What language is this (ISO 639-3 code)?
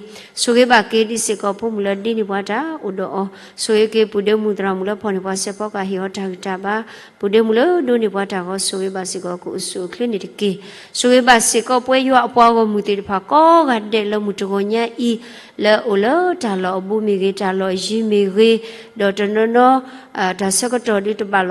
ksw